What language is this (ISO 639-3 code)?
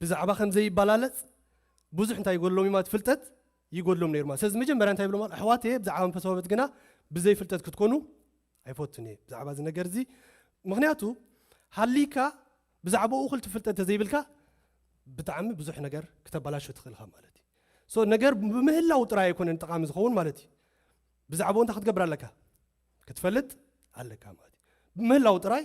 tir